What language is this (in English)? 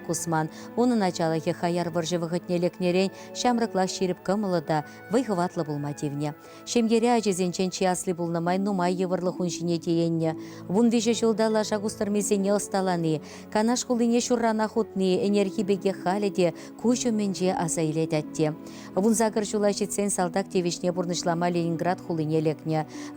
Chuvash